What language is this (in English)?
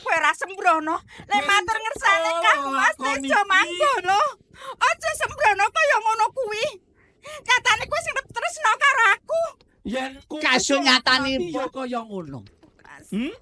Javanese